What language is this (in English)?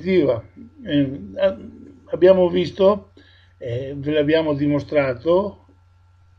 Italian